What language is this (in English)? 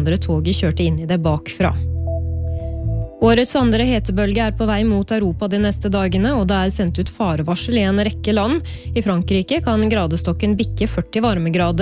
Norwegian